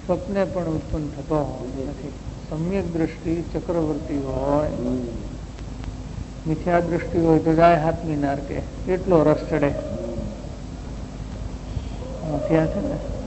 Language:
Gujarati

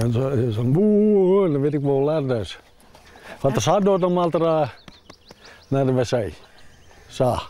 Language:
Western Frisian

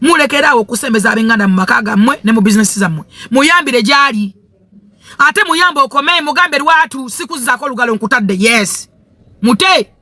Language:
Ganda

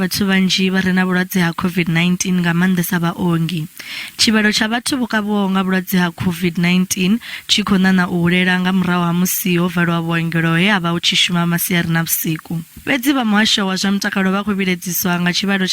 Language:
Venda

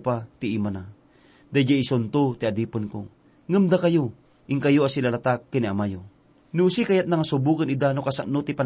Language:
Iloko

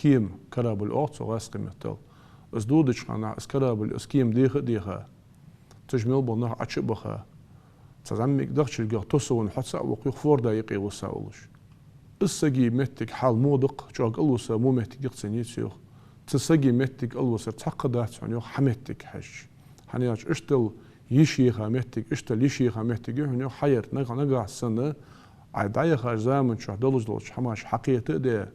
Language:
Ingush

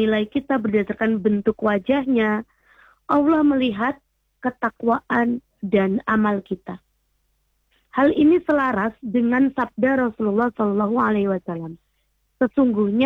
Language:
Indonesian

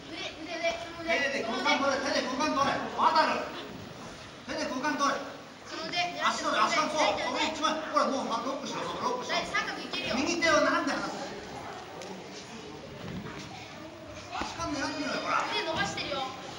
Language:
Japanese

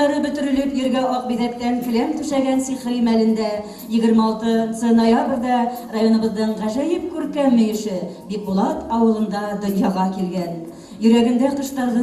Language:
Bashkir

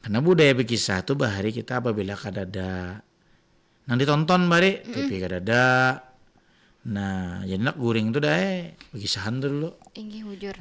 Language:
Banjar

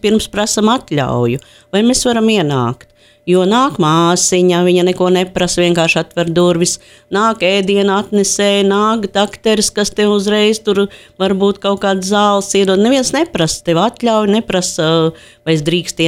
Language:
Latvian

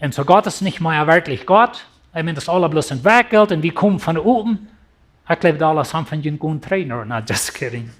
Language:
Plautdietsch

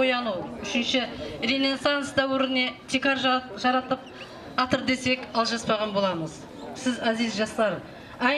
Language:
Kara-Kalpak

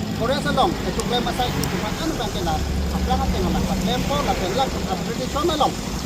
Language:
Karbi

